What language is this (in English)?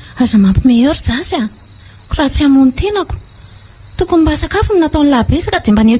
Malagasy